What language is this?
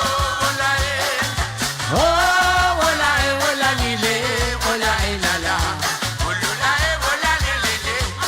Morisyen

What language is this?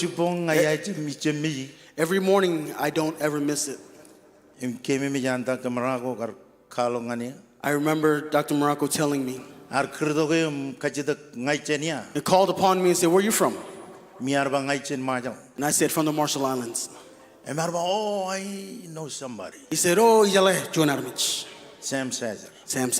Marshallese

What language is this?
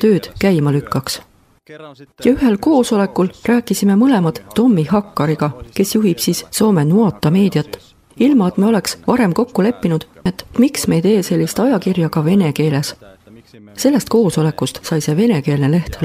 Estonian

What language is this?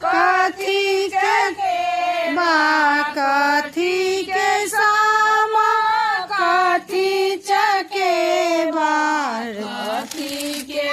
Maithili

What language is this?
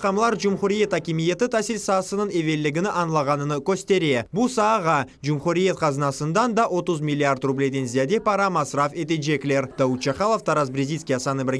Crimean Tatar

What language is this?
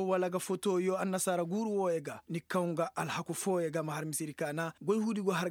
Koyraboro Senni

